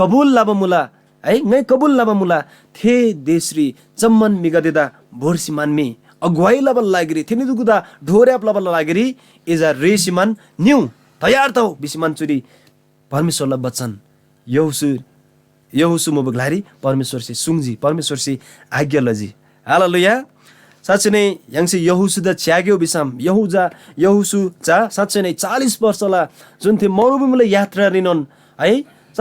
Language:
Eastern Tamang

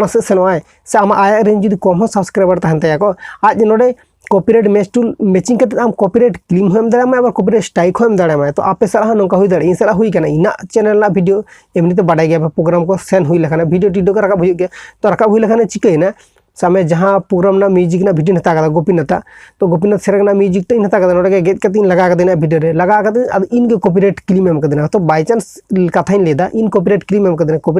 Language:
Santali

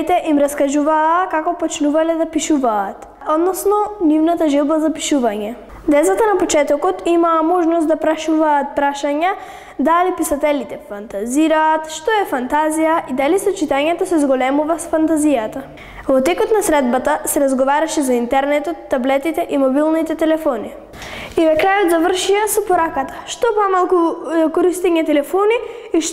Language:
Macedonian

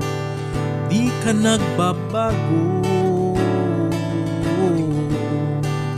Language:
Filipino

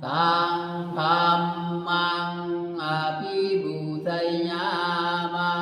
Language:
Pali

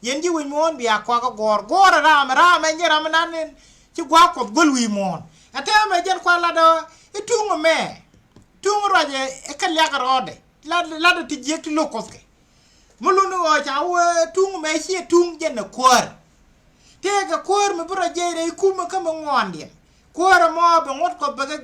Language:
Nuer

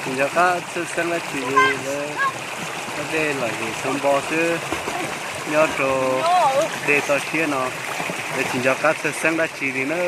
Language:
Hmong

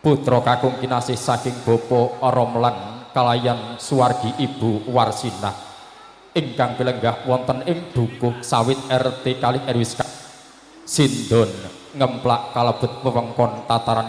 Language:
Javanese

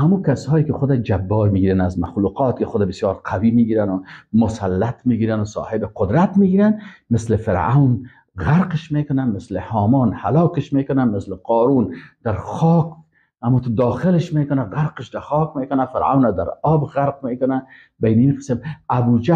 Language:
Persian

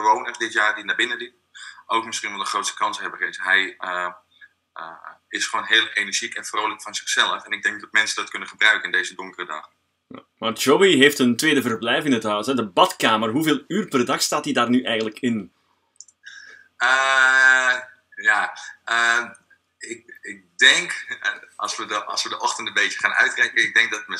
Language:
Dutch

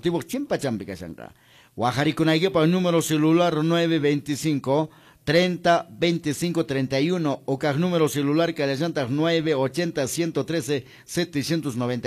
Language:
Quechua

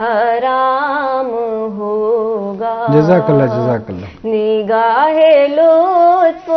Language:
Eastern Balochi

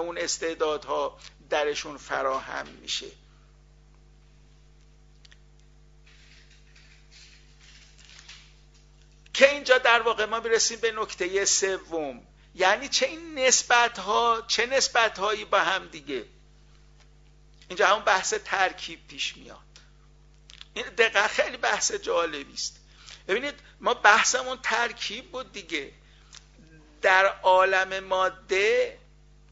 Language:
Persian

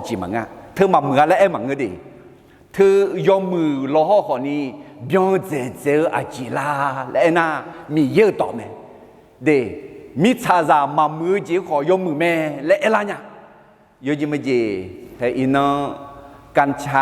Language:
Akha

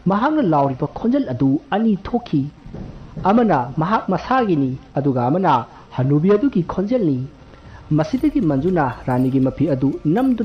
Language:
Manipuri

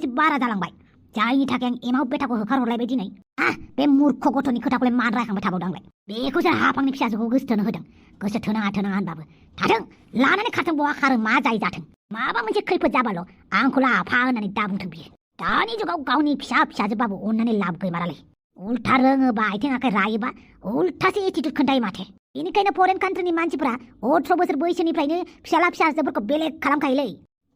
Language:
Bodo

